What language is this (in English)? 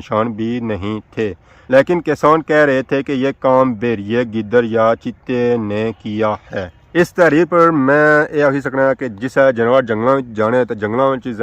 Pahari-Potwari